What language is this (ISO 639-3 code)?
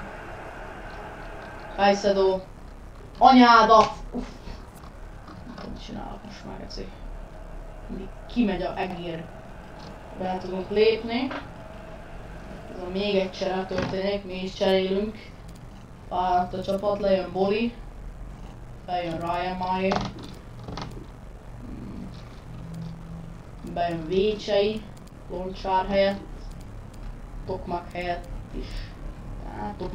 hun